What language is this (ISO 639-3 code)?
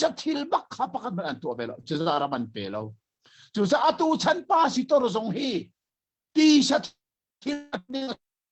cnh